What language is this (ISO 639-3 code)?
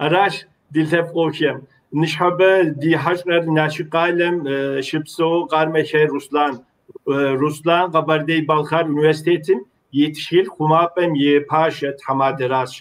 kbd